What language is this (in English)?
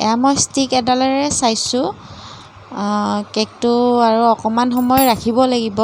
Assamese